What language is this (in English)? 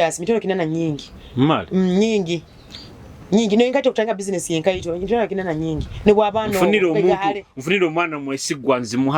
Nyoro